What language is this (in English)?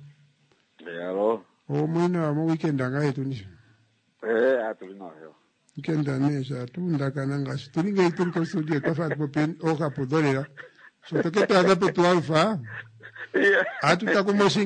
Kuanyama